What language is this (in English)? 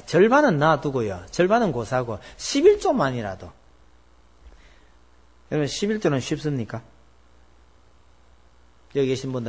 Korean